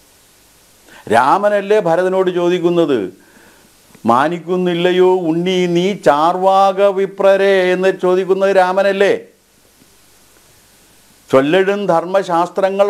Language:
Malayalam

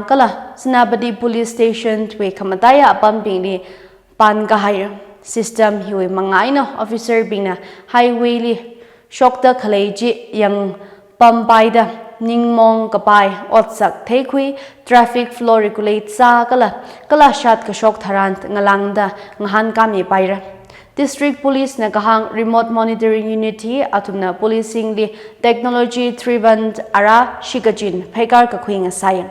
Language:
Tangkhul Naga (India)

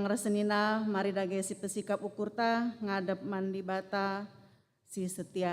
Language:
Batak Karo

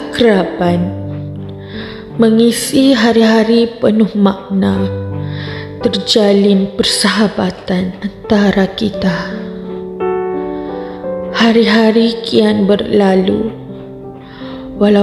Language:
Malay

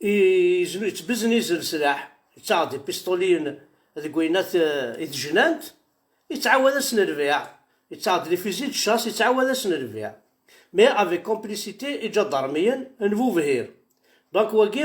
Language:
Kabyle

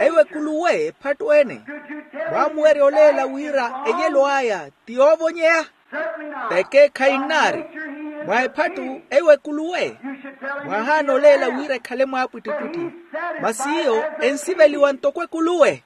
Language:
Makhuwa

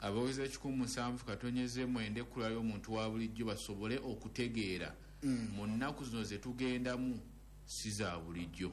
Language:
Ganda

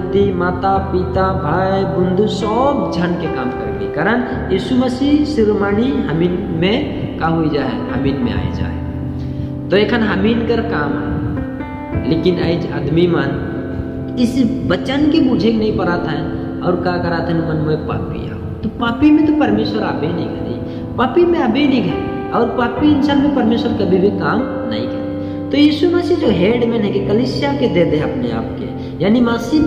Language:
Sadri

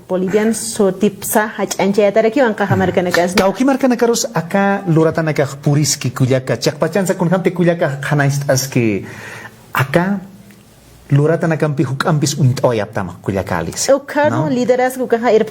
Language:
Aymara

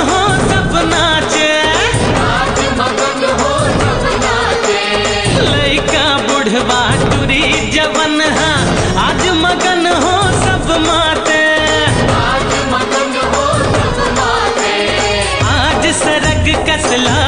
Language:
Chhattisgarhi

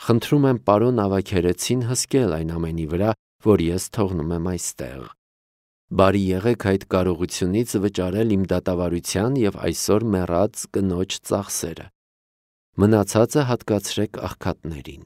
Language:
Armenian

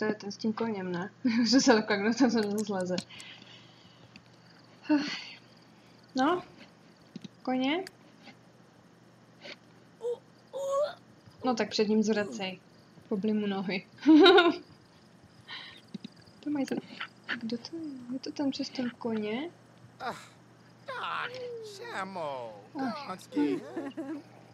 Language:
Czech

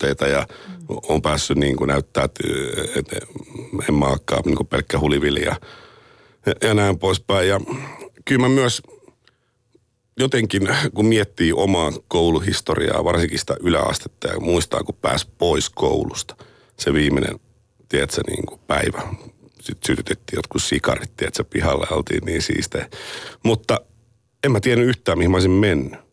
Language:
Finnish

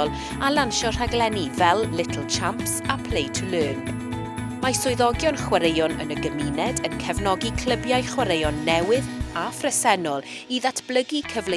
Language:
Welsh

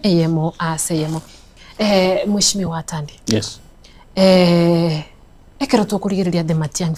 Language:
Gusii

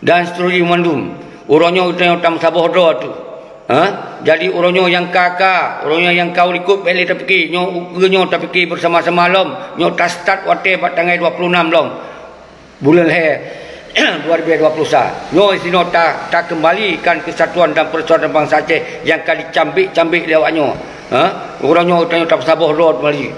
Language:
Achinese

